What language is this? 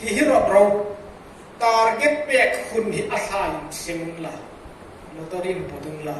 Hmar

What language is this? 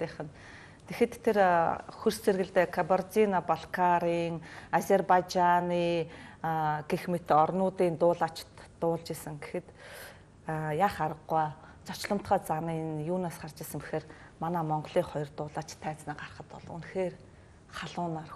Mongolian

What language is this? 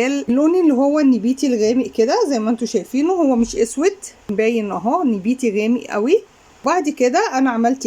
Egyptian Arabic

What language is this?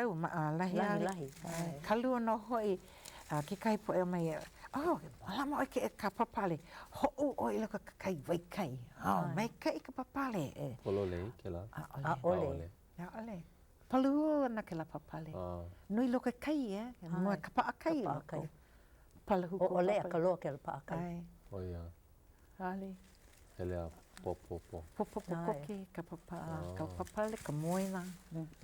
Hawaiian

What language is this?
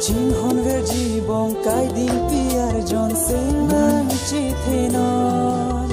Karbi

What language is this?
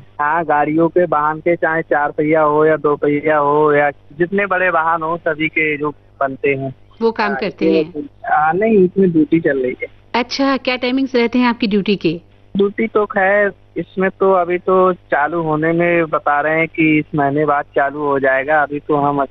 Hindi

